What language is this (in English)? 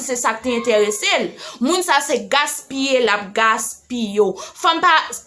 Haitian Creole